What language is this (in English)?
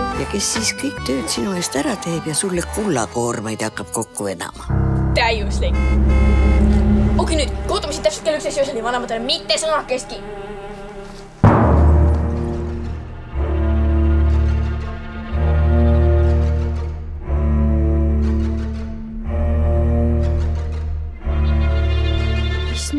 Estonian